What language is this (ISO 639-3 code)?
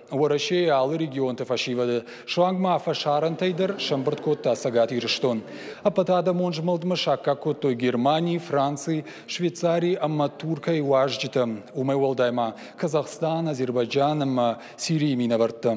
oss